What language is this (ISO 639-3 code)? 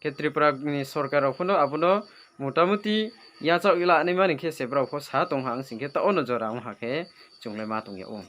ria